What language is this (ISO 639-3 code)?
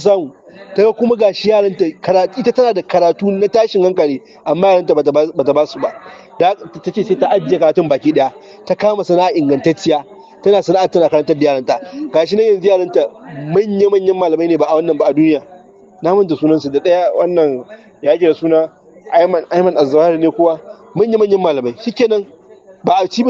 hau